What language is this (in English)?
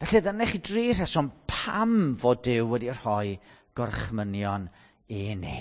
Welsh